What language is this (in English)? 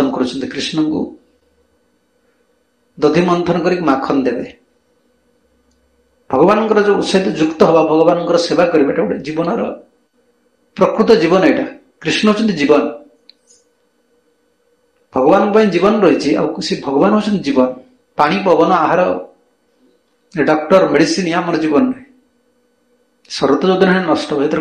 Odia